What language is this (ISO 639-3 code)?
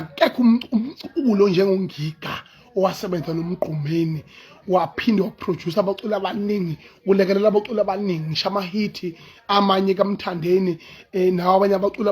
zul